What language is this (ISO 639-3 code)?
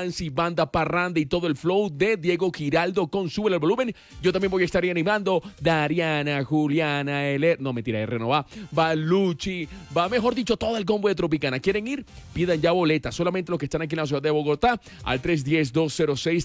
spa